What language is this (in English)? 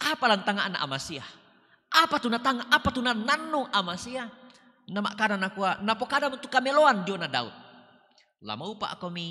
Toraja-Sa'dan